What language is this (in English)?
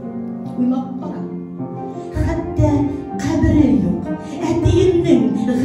Tatar